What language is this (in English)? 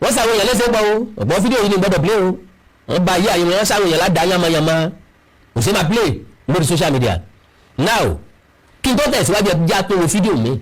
Yoruba